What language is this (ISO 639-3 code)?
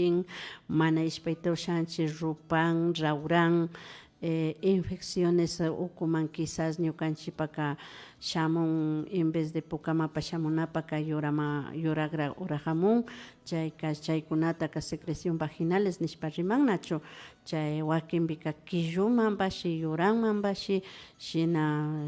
qvi